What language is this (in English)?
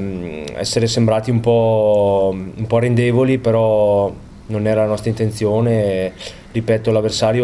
Italian